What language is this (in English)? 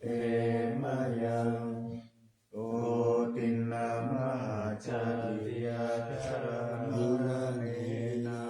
Pali